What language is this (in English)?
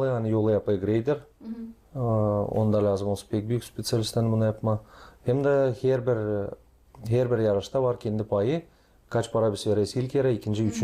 Gagauz